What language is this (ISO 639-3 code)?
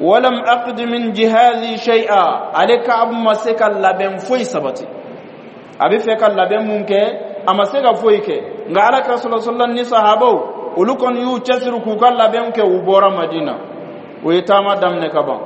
bam